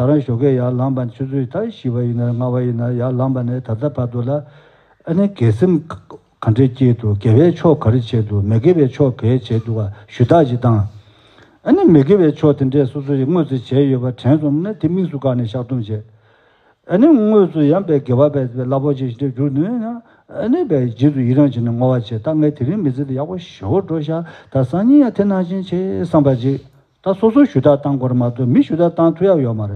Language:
Tibetan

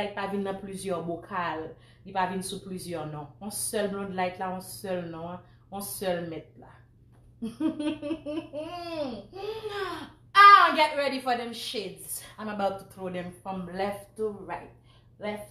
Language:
Haitian Creole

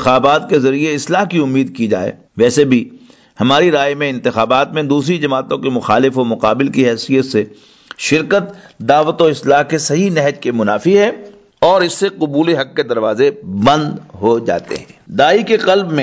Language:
Urdu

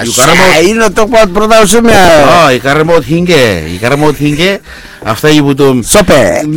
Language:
Bislama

